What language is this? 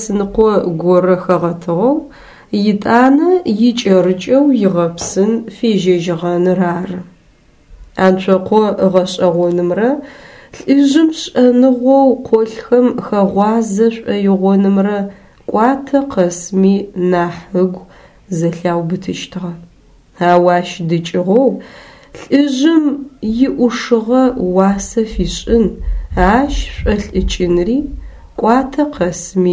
Adyghe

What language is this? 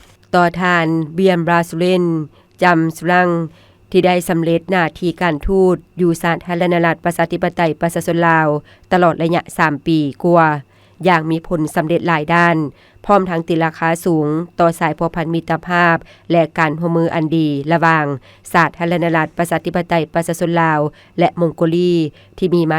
Lao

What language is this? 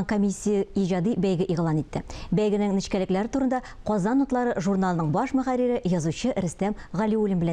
Tatar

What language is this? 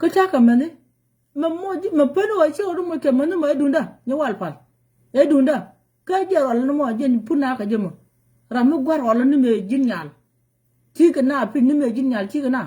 Nuer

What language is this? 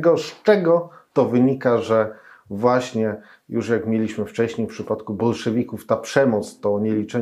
Polish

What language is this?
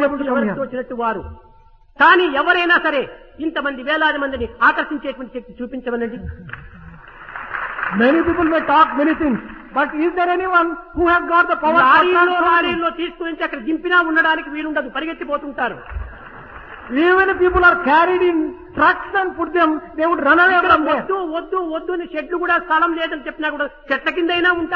Telugu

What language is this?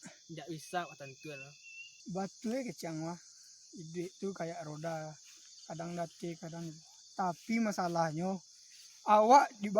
Minangkabau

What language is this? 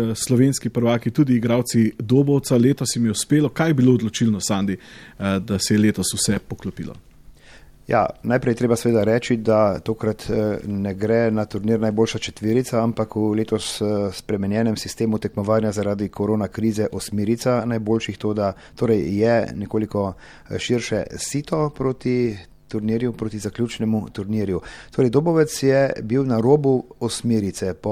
Slovenian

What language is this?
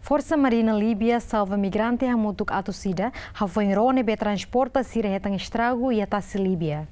Tetum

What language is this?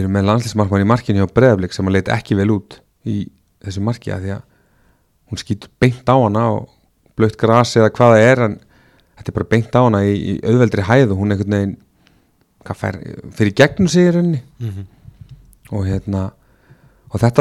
Icelandic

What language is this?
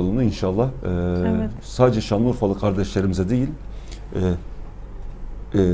Turkish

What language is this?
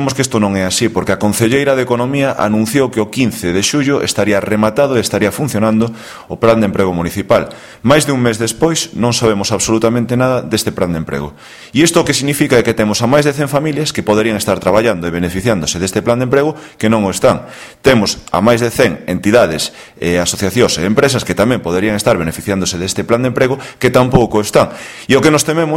Galician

